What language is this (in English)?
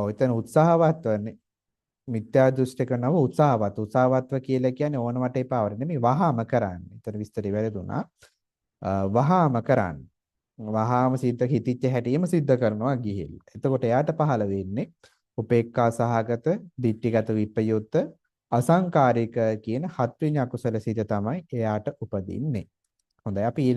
Sinhala